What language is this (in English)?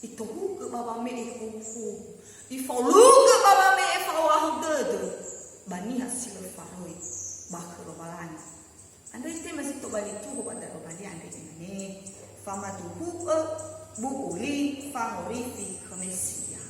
Nias